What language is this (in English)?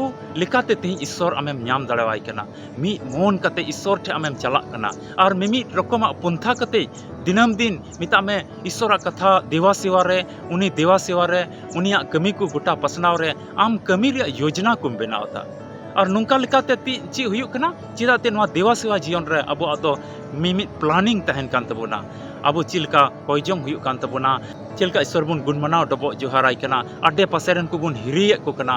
Santali